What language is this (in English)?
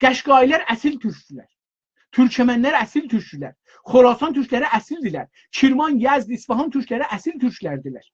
South Azerbaijani